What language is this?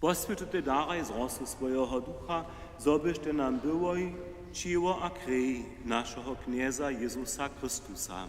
Upper Sorbian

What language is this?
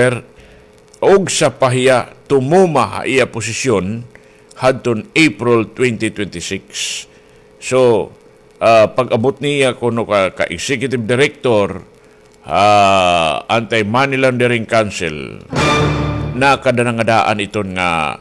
Waray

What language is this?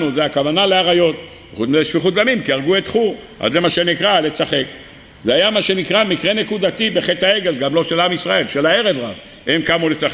Hebrew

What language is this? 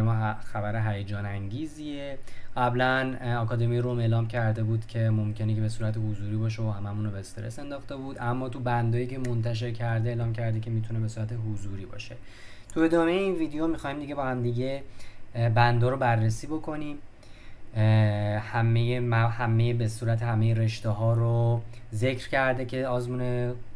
Persian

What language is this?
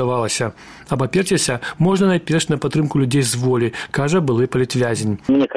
Belarusian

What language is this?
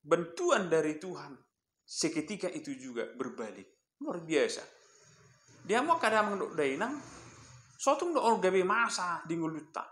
Batak Toba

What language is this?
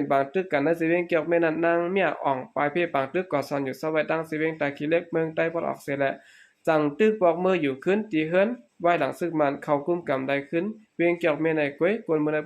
Shan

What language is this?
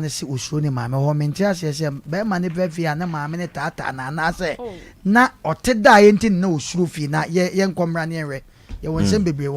Akan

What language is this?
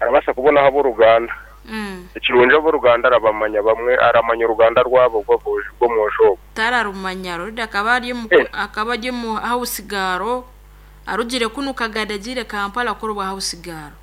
Nyankole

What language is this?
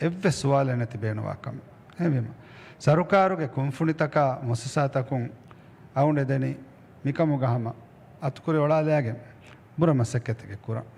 Divehi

